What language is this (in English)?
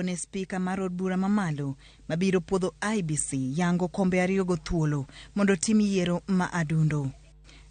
Luo (Kenya and Tanzania)